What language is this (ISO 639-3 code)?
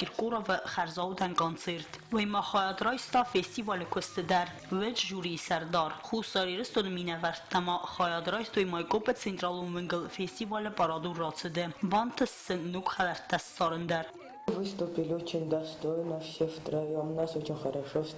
oss